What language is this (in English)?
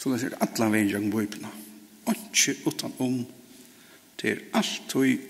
Faroese